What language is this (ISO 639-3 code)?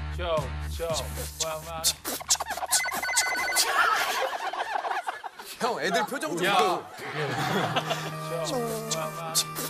kor